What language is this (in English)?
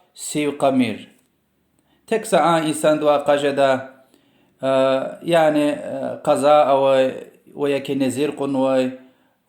Lezghian